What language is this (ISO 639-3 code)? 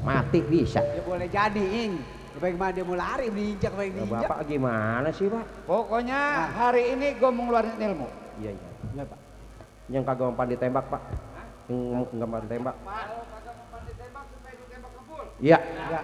bew